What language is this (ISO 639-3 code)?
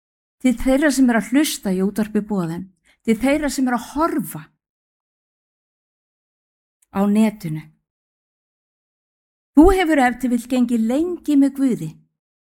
isl